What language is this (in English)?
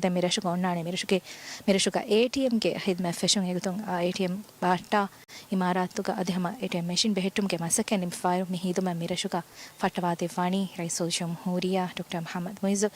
Divehi